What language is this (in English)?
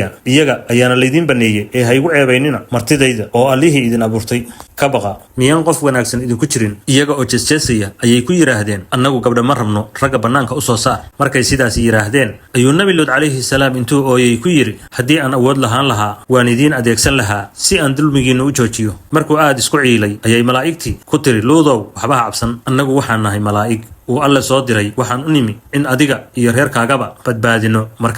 Somali